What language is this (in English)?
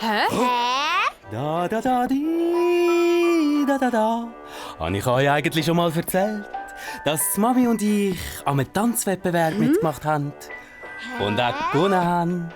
Swiss German